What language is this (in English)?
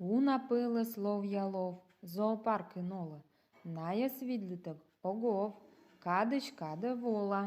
Komi